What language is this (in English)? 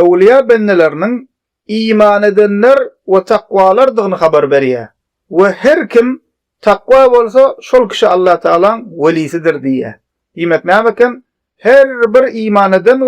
Turkmen